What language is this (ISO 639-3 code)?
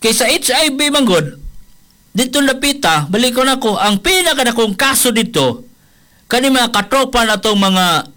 ceb